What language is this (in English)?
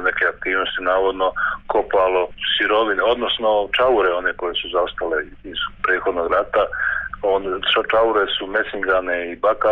Croatian